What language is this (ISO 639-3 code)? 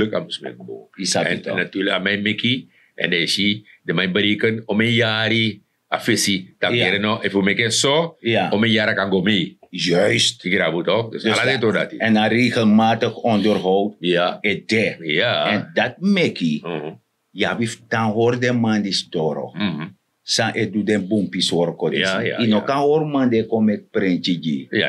srn